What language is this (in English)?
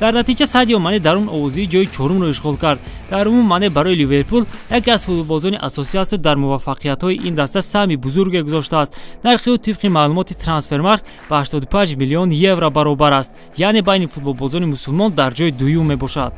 Tajik